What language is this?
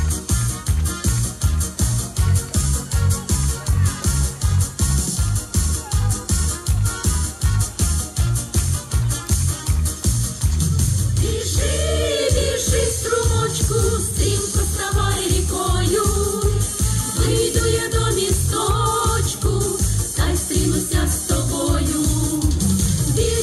Ukrainian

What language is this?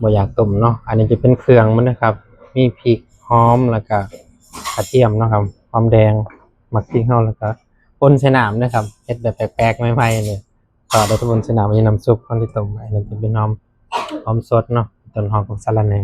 Northeastern Thai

